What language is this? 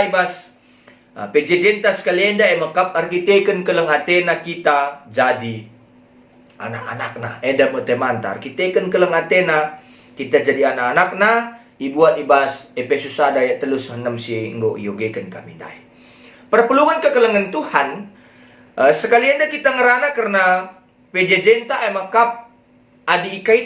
Batak Karo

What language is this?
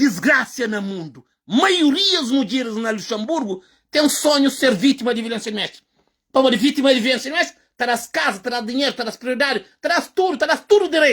Kabuverdianu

